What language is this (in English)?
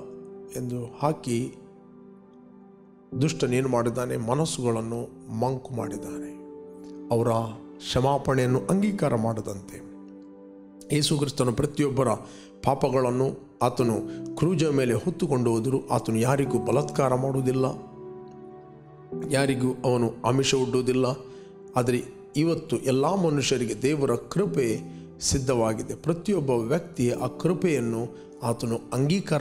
Kannada